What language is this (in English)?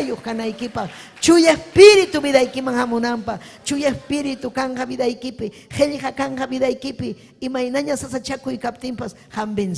Ayacucho Quechua